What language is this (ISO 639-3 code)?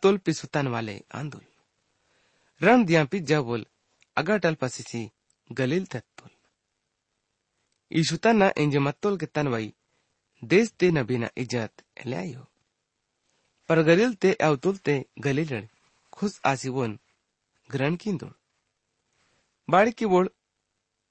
gon